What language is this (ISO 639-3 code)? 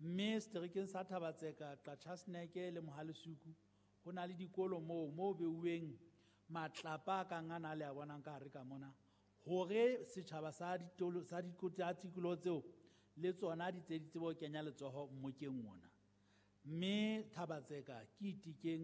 sot